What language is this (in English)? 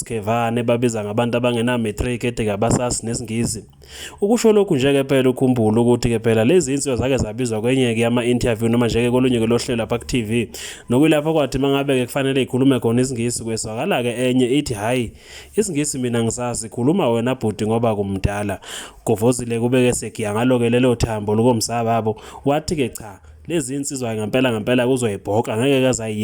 Zulu